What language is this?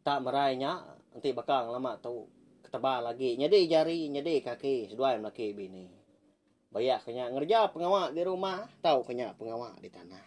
Iban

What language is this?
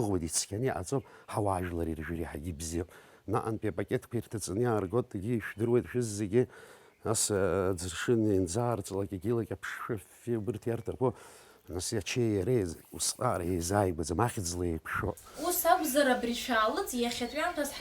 Abkhazian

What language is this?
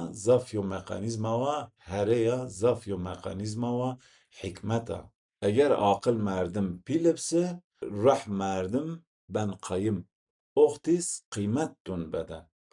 Zaza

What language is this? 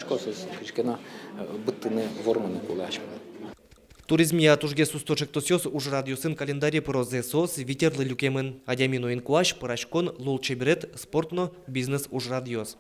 Udmurt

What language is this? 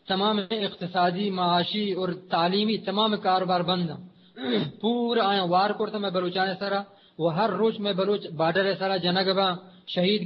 Eastern Balochi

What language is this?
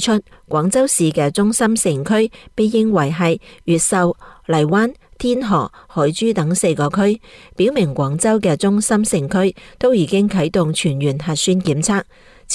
Cantonese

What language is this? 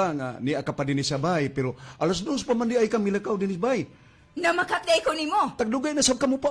Cebuano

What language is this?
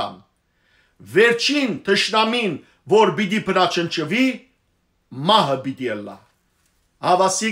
Western Armenian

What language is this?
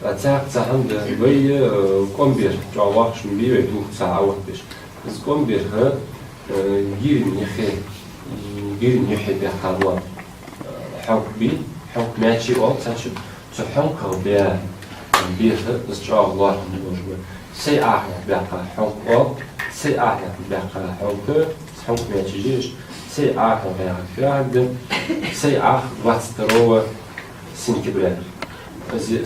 Ingush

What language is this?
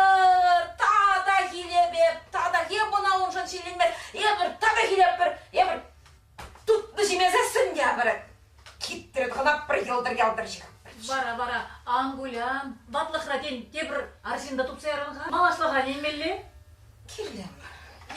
Chuvash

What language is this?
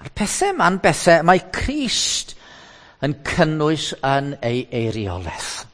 Welsh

